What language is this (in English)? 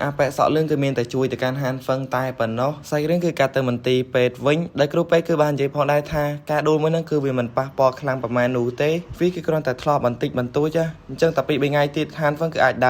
Khmer